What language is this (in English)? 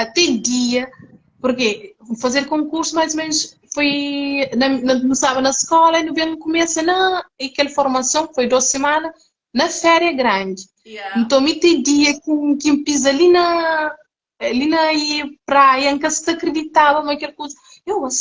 Kabuverdianu